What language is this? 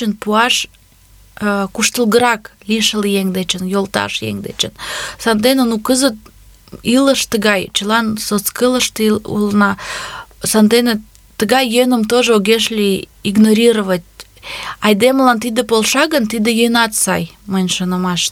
Mari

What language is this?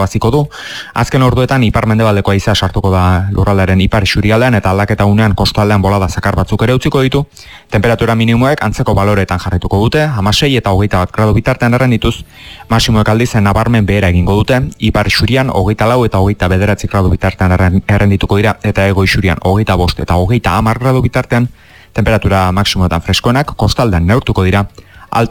Basque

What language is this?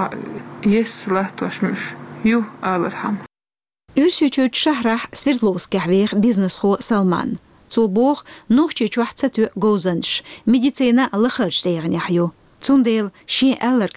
Chechen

